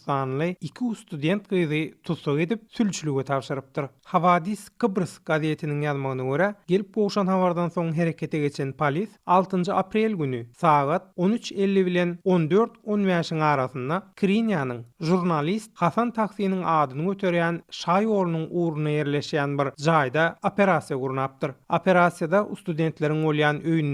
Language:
Turkmen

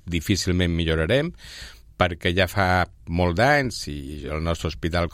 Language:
Catalan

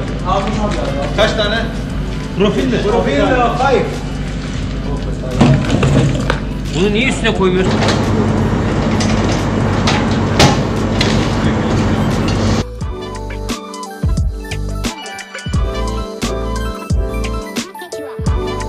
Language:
Turkish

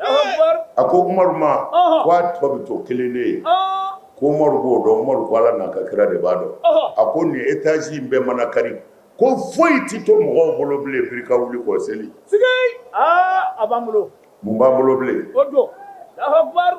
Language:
Bambara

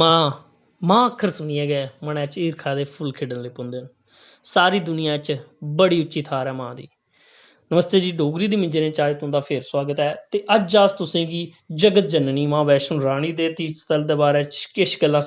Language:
Dogri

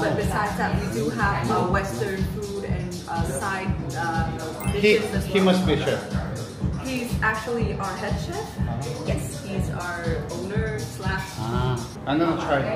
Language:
Korean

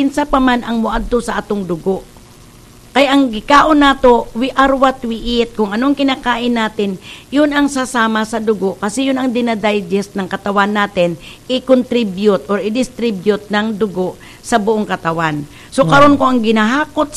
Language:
Cebuano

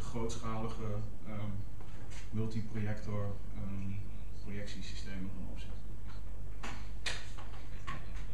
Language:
Dutch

